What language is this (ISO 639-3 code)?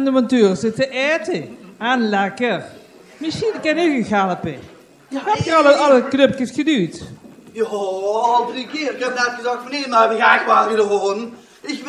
lim